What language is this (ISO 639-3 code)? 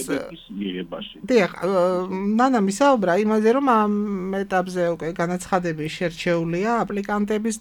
kat